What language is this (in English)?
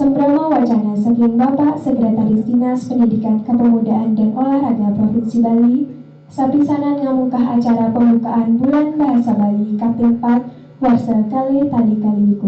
Balinese